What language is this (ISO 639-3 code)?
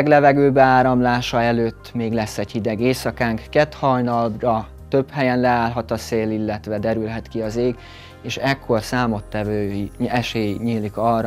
hun